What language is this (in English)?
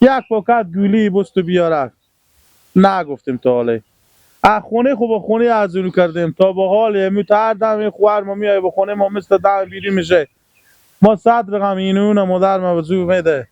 Persian